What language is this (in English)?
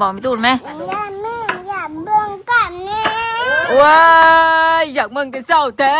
Northeastern Thai